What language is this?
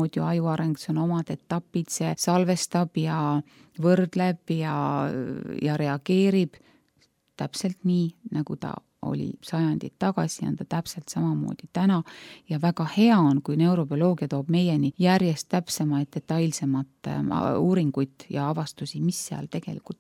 Estonian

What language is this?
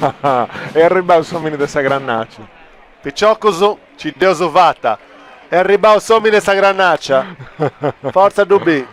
Sardinian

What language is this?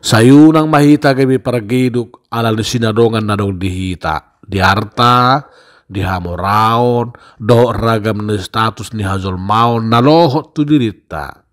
Batak Toba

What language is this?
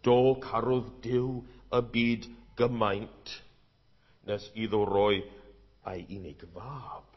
Welsh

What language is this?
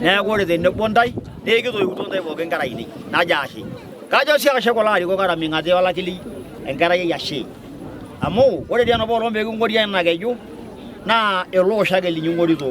Masai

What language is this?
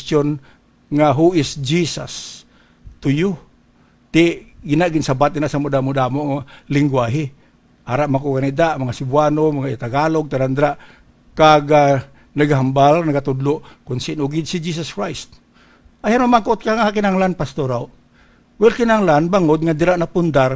Hiligaynon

